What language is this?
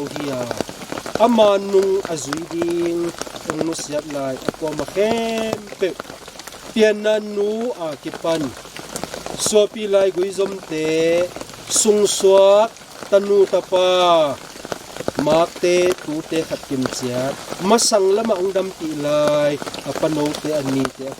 Tedim Chin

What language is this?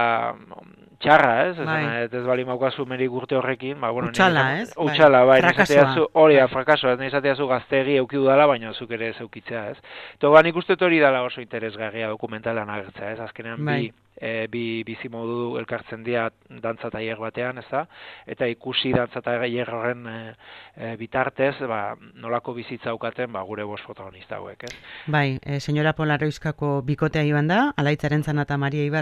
Basque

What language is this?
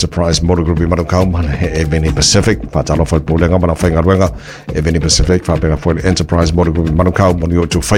Samoan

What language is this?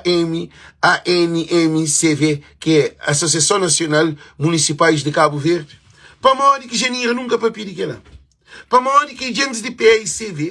Kabuverdianu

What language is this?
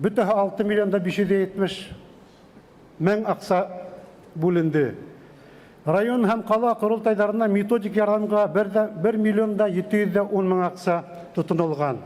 Bashkir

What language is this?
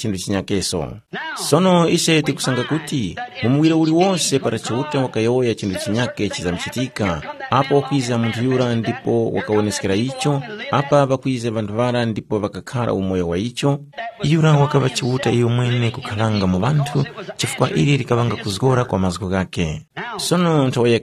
Tumbuka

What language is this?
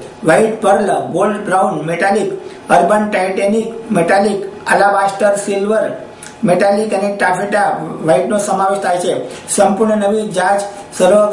Gujarati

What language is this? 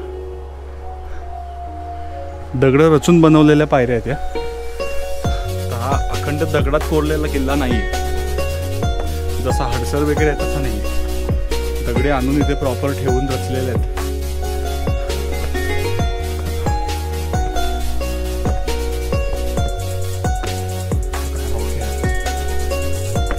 Marathi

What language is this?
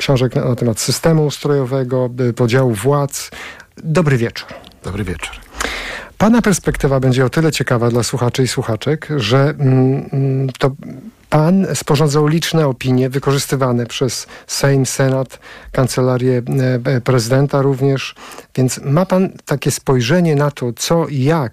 Polish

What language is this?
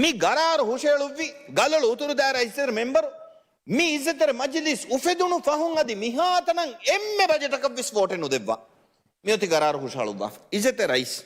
Divehi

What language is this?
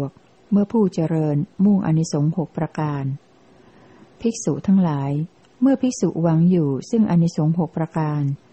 Thai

